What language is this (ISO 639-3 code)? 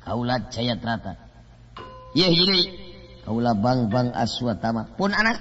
sun